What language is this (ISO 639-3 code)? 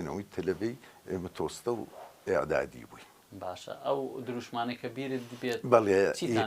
ckb